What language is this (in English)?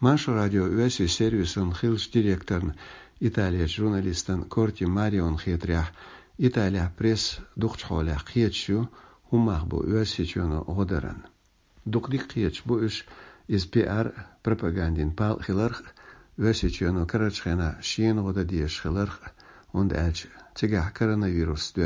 Chechen